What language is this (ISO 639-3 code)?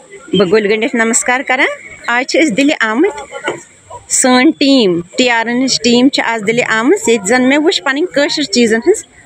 kas